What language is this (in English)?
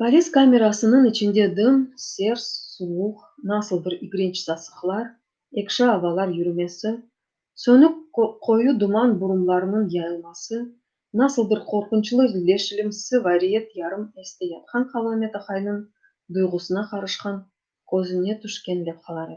Crimean Tatar